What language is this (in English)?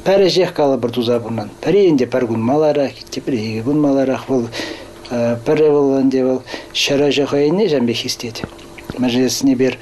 Chuvash